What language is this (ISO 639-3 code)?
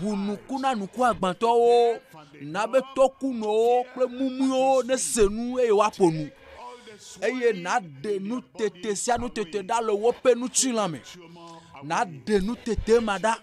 ewe